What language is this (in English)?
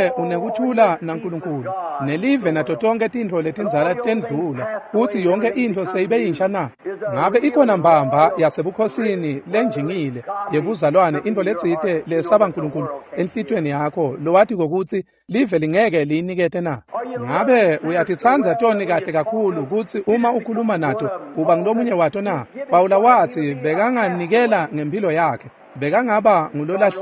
Swati